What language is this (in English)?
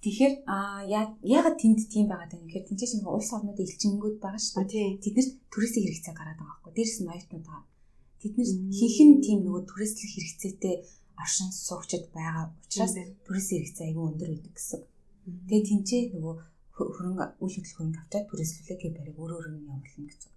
Mongolian